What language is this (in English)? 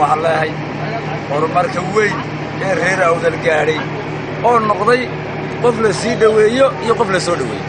Somali